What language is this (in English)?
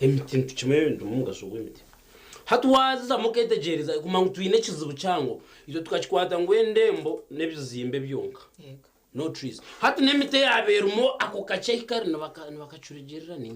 Nyankole